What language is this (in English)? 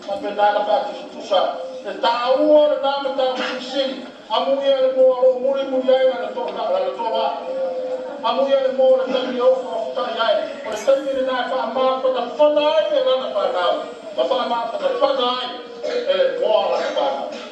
Samoan